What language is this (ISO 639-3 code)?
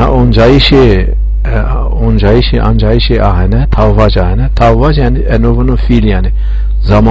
zza